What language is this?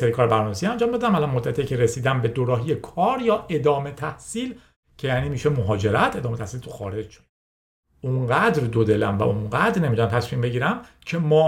Persian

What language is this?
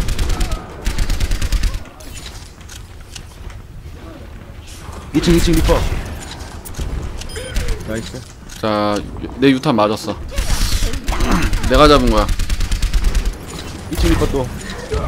Korean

